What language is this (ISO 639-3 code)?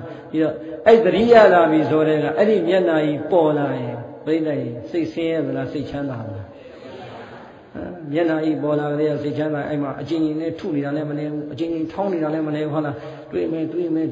mya